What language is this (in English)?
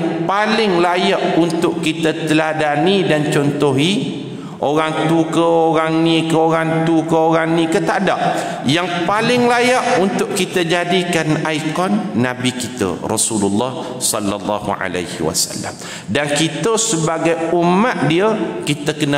Malay